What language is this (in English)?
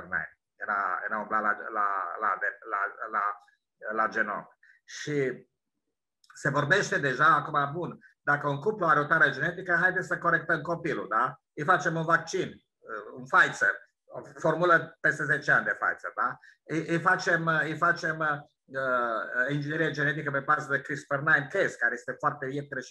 Romanian